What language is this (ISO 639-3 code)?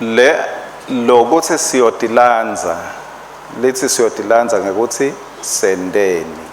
ssw